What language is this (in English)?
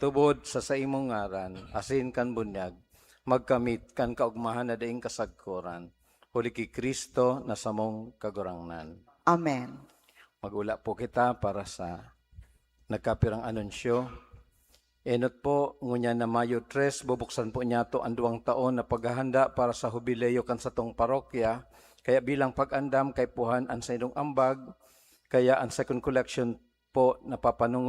Bikol